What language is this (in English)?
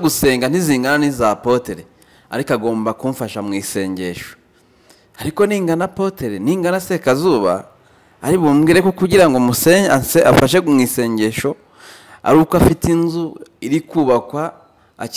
Kinyarwanda